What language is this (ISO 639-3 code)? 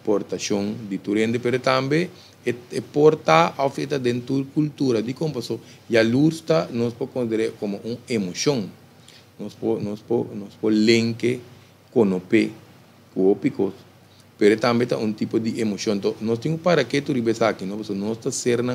pap